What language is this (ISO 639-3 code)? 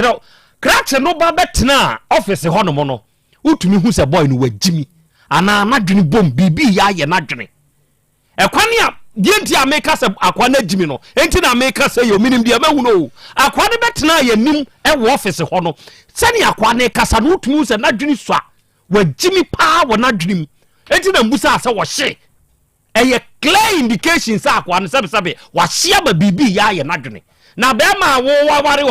aka